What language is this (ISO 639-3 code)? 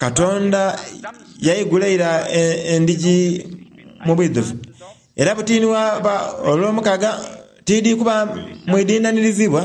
xog